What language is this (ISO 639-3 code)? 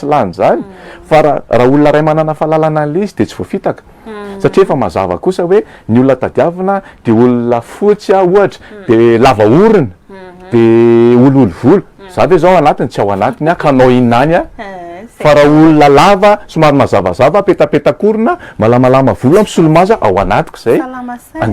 mlg